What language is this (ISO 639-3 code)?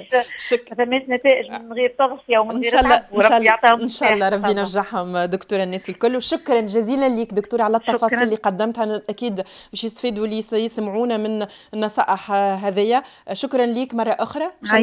aeb